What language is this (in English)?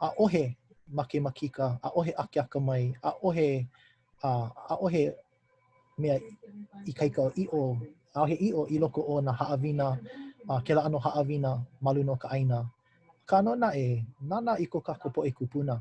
Hawaiian